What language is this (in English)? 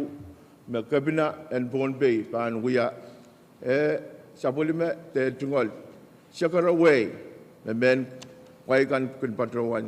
Pohnpeian